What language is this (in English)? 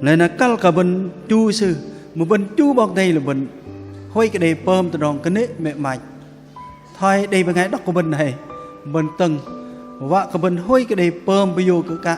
Bahnar